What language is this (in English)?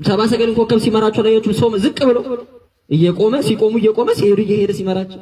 Amharic